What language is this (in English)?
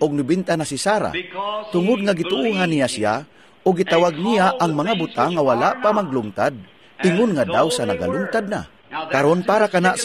Cebuano